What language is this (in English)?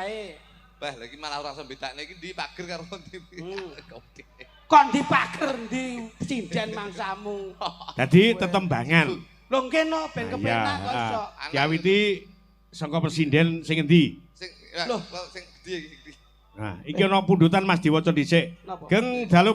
Javanese